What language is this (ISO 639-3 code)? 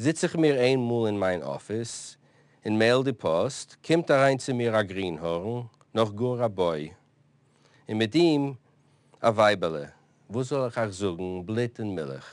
yid